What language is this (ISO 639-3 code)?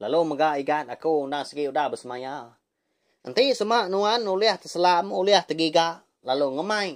iba